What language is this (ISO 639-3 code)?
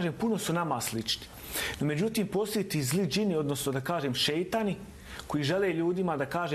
bos